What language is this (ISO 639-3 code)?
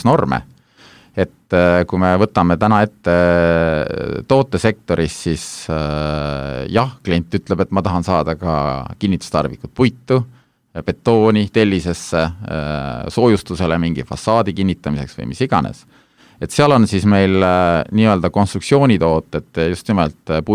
est